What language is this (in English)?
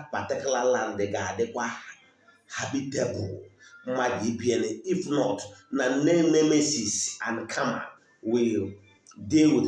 Igbo